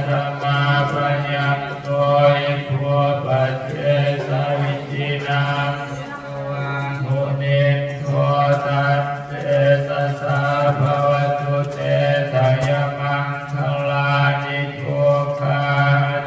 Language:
Pali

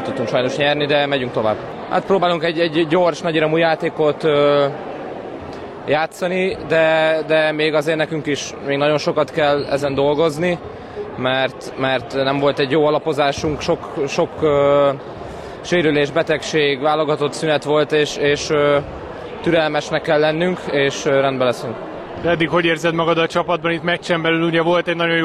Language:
Hungarian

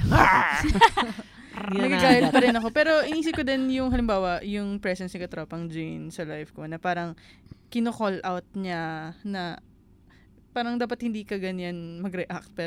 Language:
Filipino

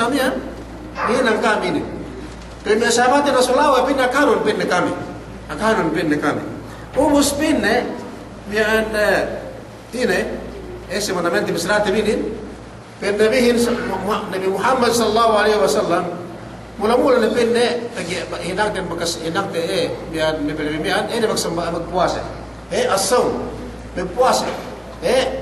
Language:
Yakan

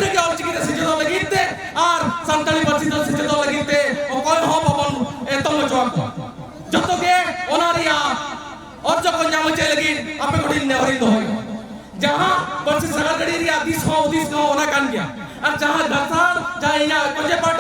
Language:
Santali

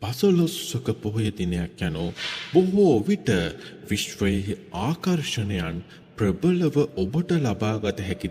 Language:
Sinhala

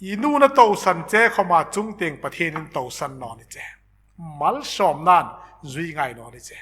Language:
Hmar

